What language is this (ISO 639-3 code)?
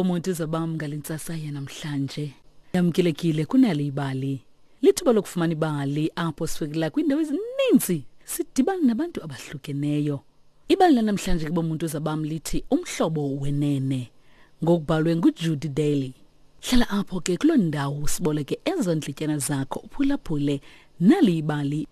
xho